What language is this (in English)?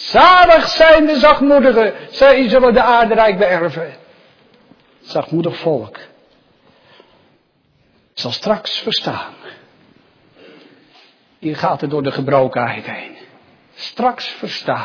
Dutch